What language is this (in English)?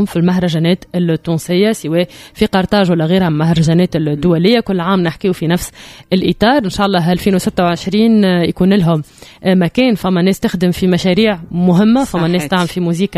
Tunisian Arabic